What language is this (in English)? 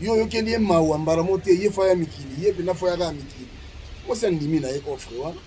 Lingala